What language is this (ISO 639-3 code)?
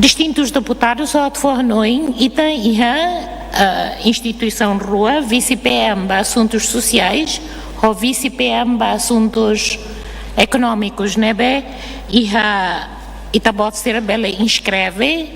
tet